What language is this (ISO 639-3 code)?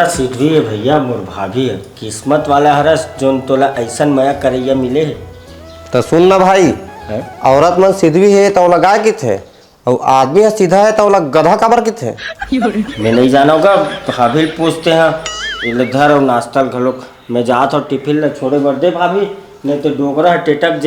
hne